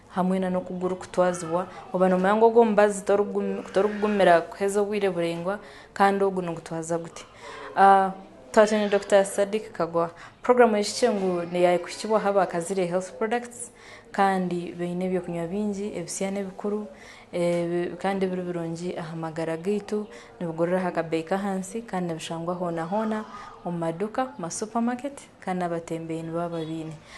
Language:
Nyankole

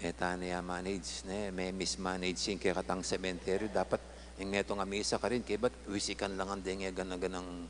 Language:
Pampanga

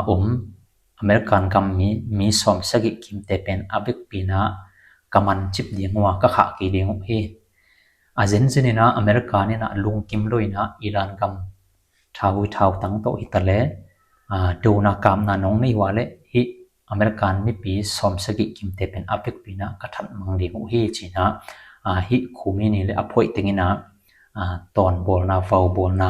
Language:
Tedim Chin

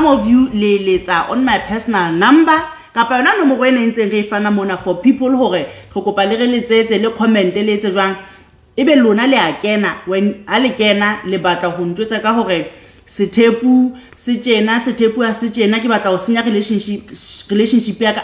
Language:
Southern Sotho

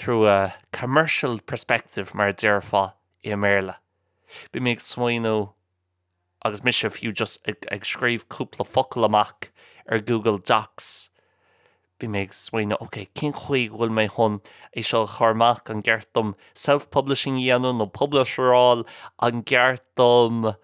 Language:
Irish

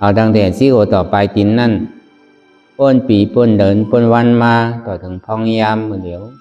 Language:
Shan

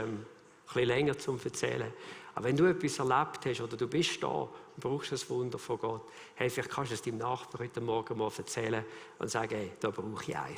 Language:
Swiss German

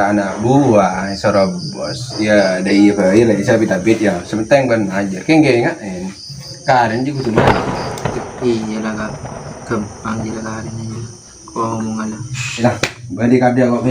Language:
Madurese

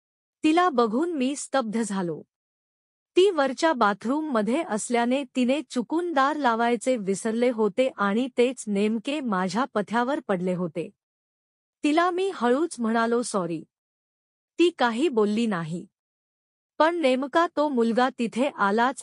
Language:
Marathi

